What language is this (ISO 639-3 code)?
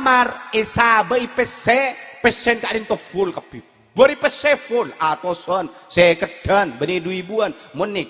mad